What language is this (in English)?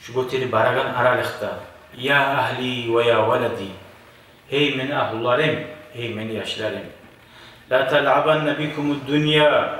Kumyk